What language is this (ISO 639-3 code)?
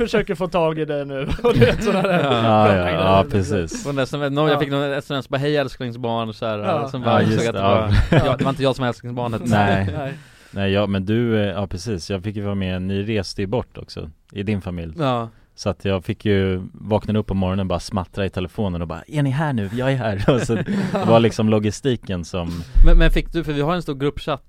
swe